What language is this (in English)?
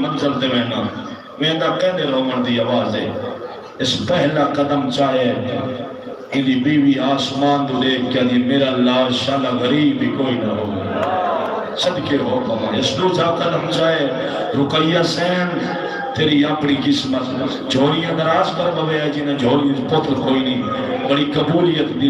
Saraiki